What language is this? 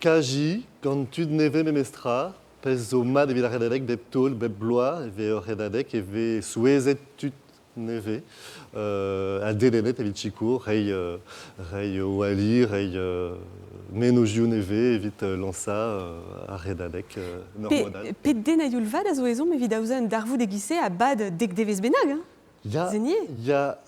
Breton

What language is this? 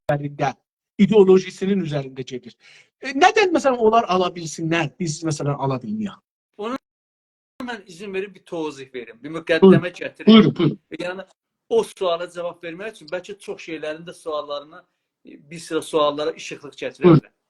South Azerbaijani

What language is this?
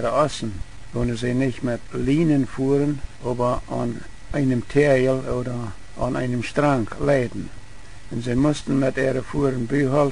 Plautdietsch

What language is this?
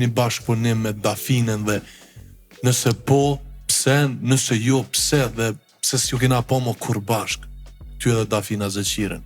Albanian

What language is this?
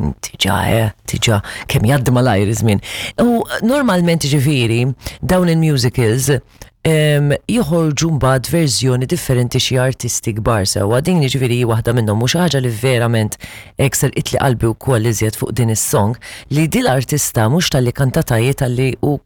Maltese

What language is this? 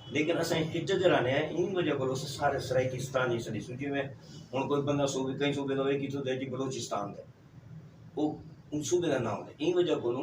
Saraiki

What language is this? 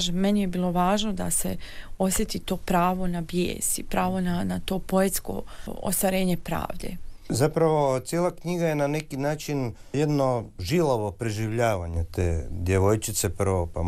Croatian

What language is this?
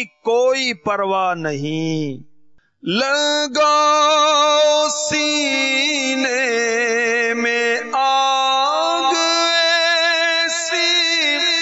Urdu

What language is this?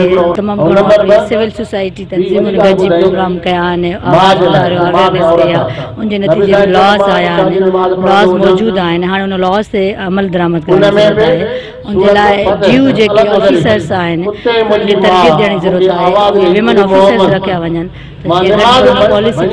Sindhi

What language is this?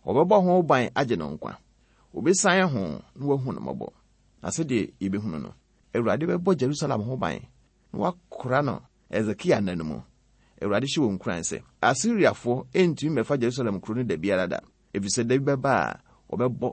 Akan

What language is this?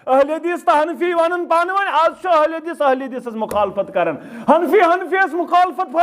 Kashmiri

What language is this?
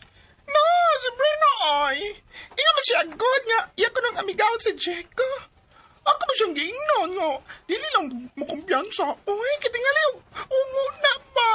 Cebuano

